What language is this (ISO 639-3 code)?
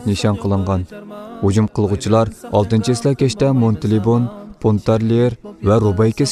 uig